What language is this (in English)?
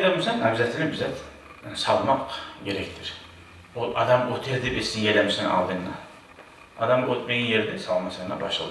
Kumyk